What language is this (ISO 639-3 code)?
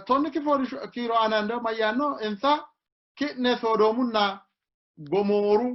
sid